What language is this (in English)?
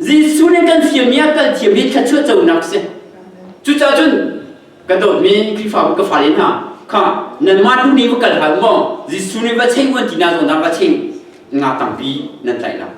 Hakha Chin